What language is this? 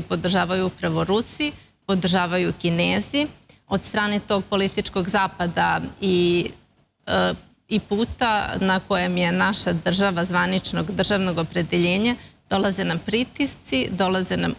Serbian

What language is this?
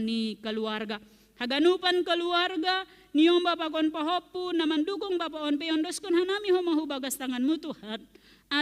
Batak Simalungun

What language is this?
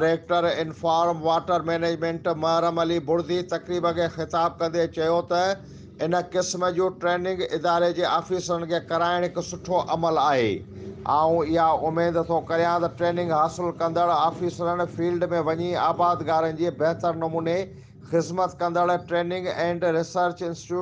Sindhi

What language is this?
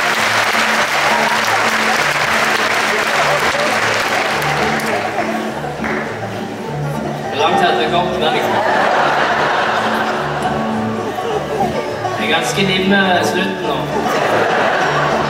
Norwegian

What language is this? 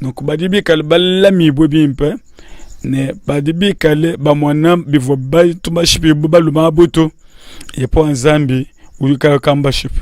Luba-Lulua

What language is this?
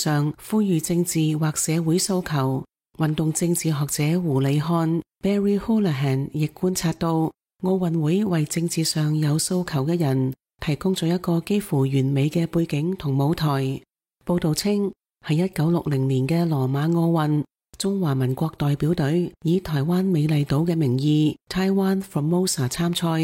Cantonese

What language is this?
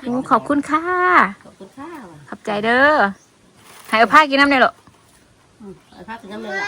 Northeastern Thai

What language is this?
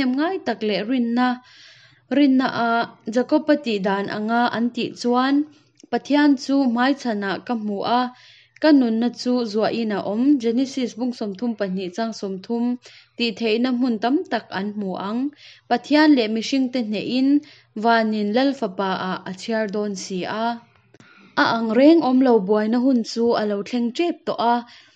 Hakha Chin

